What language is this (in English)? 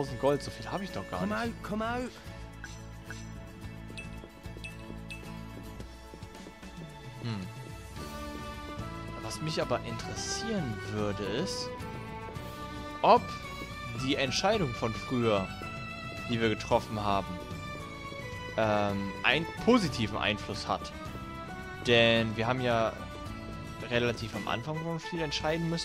German